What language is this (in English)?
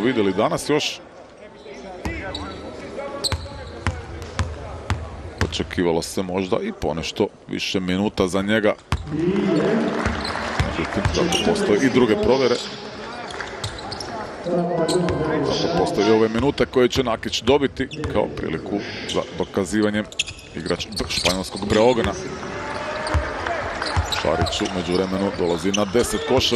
Croatian